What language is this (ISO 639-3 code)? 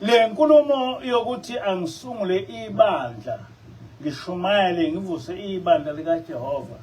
zul